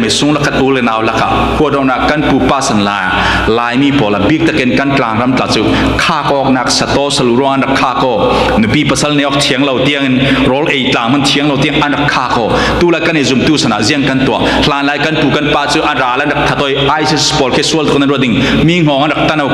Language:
Falam Chin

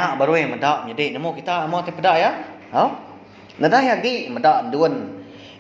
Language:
Iban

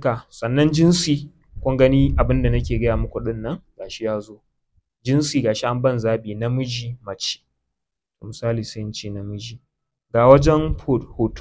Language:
Hausa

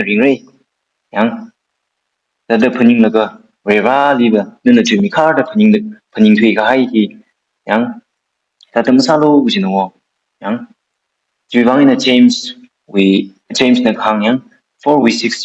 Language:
Tangkhul Naga (India)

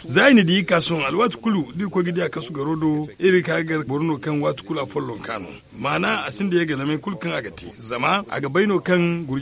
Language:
Zarma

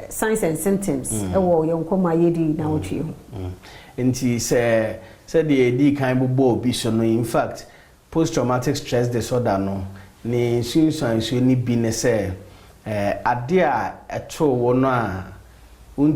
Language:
Akan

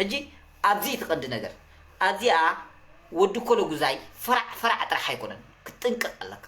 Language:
Tigrinya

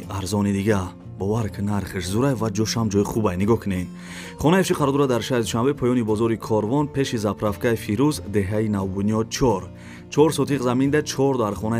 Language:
Tajik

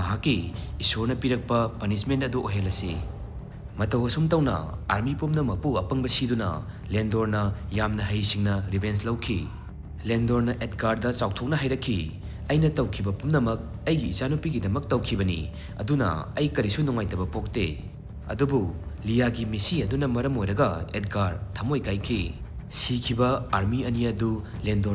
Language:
Manipuri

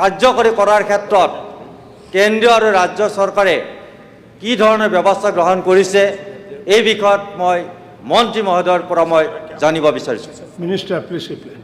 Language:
Assamese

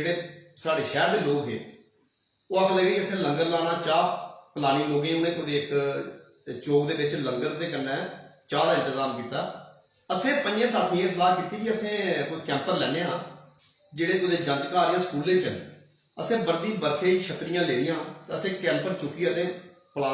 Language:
Dogri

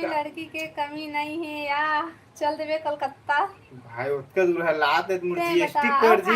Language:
Chhattisgarhi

